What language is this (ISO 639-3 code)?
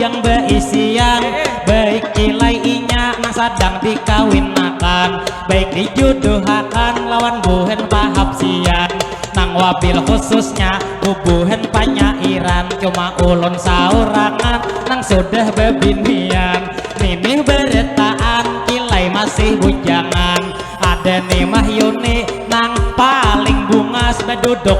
bjn